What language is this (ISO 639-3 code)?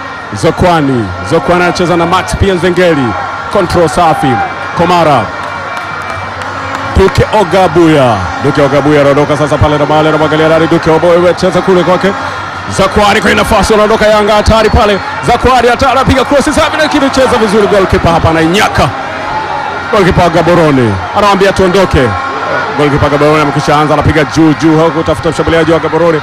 swa